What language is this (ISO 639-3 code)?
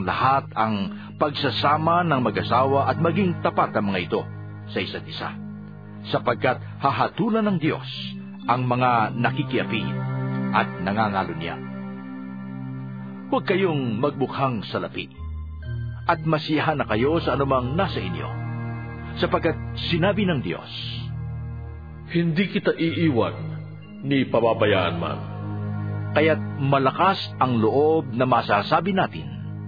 fil